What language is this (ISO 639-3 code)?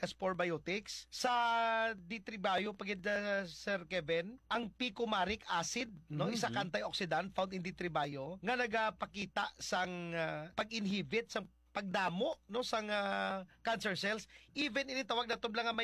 hil